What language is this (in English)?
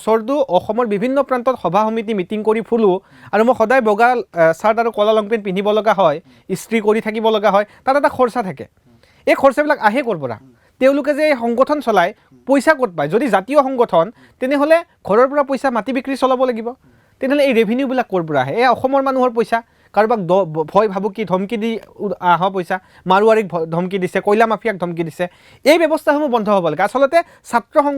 Assamese